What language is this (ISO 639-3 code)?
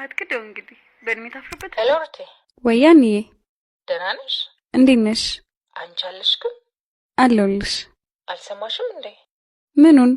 amh